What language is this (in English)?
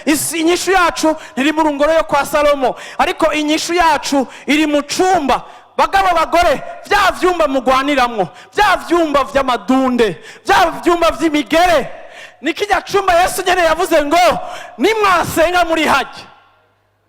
Rundi